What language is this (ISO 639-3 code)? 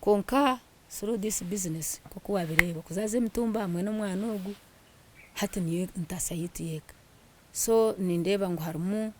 nyn